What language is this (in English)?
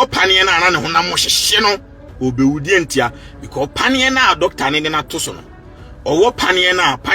Akan